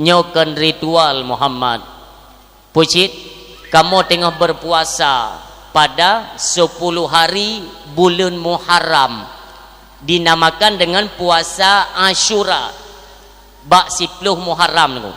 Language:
Achinese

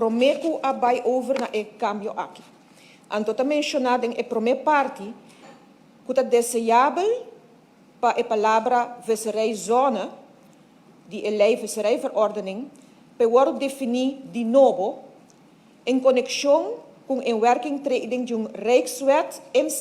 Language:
Papiamento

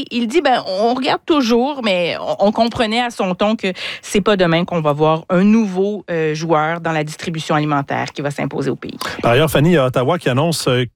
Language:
French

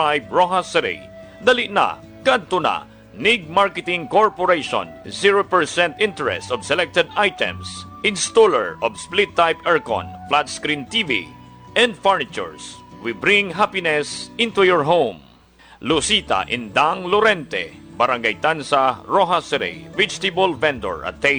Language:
Hiligaynon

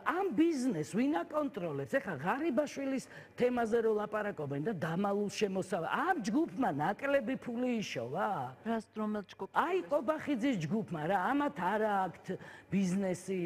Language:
Georgian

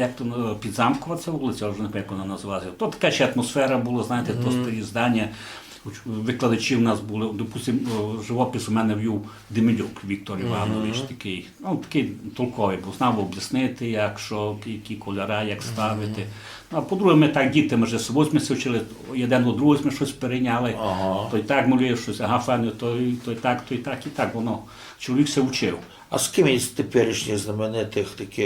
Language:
Rusyn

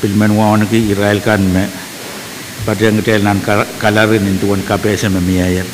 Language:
Pohnpeian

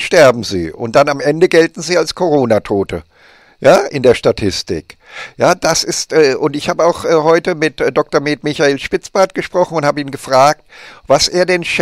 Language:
German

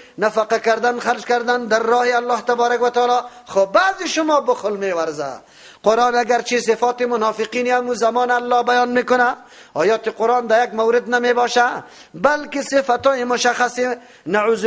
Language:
Persian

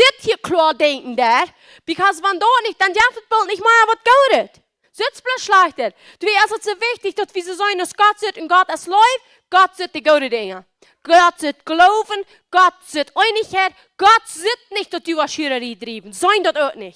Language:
Plautdietsch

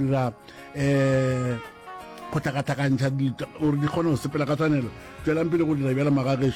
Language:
Northern Sotho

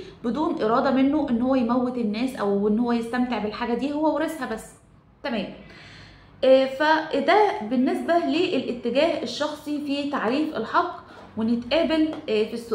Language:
Egyptian Arabic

